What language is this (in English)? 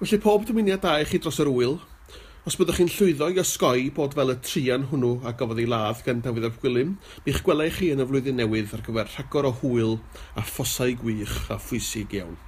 Welsh